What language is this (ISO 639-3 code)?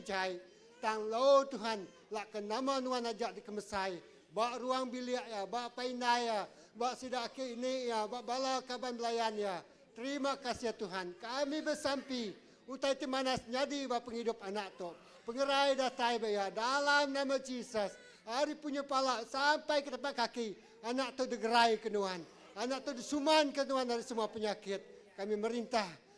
iba